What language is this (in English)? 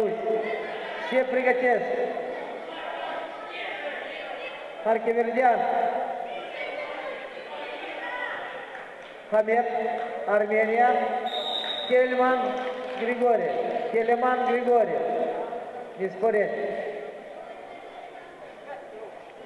Romanian